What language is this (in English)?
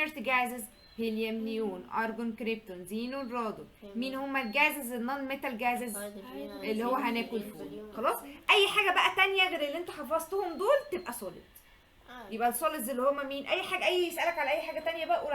Egyptian Arabic